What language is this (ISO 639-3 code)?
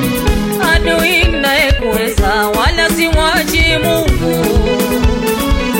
swa